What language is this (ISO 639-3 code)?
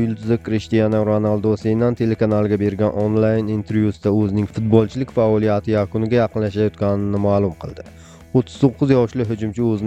uzb